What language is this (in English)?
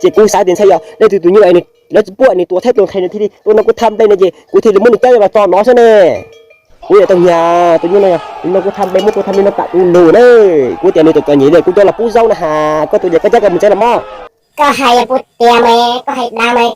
Hmong